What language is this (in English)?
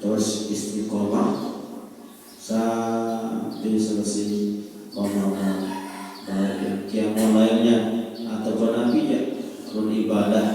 Sasak